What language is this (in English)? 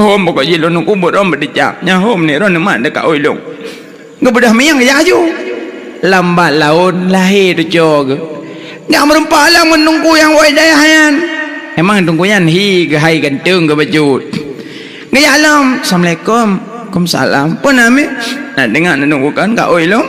Achinese